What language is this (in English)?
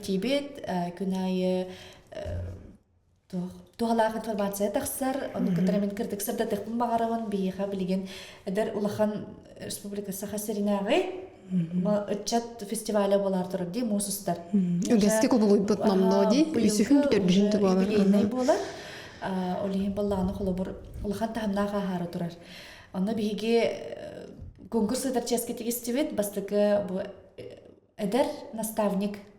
Yakut